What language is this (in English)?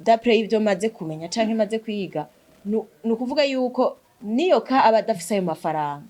Rundi